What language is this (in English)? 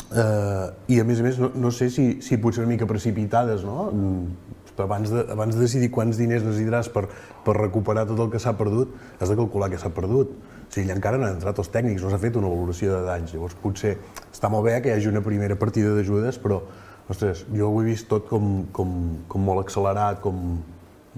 Catalan